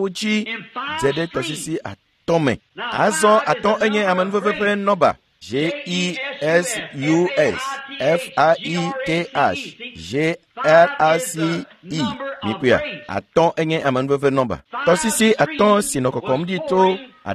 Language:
Ewe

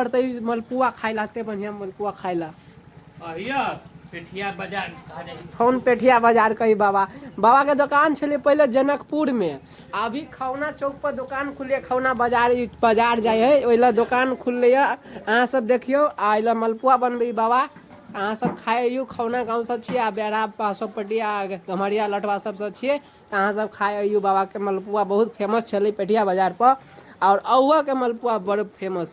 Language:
Maithili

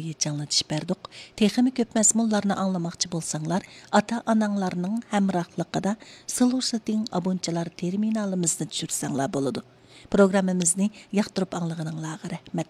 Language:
Uyghur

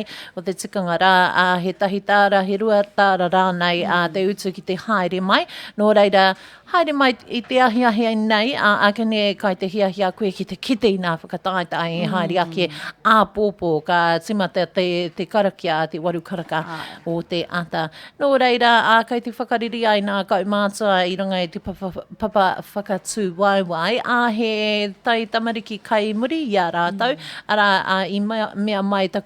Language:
Māori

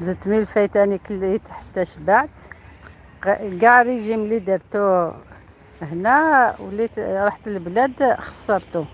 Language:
Algerian Arabic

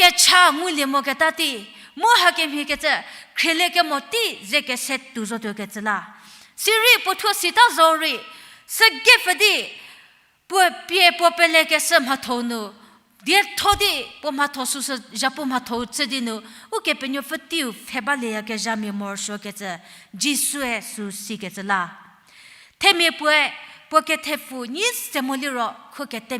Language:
Angami Naga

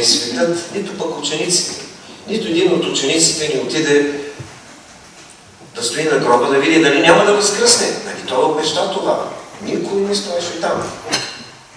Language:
Bulgarian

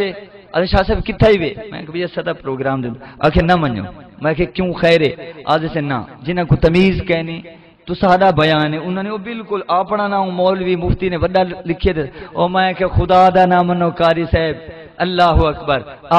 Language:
Saraiki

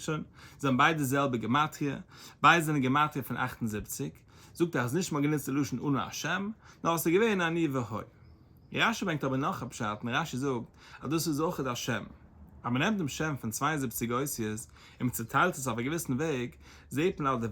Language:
Yiddish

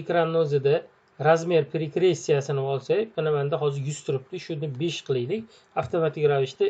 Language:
Uzbek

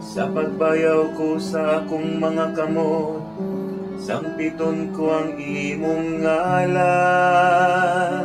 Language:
Cebuano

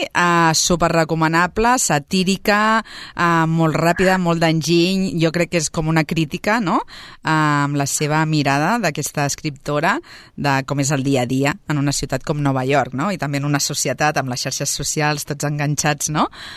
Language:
Catalan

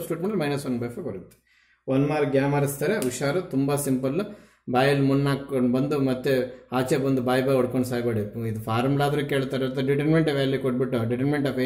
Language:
Kannada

